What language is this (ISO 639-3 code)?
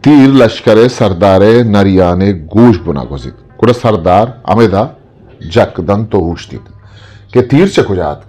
bgp